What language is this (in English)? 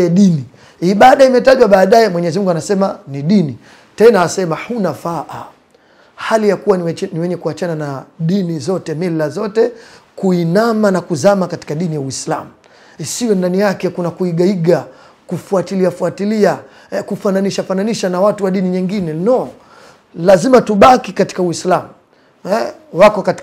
Swahili